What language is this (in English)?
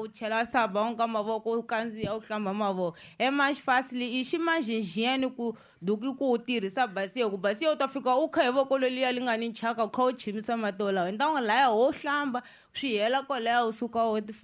Tsonga